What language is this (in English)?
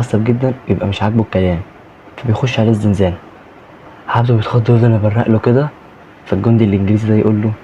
Egyptian Arabic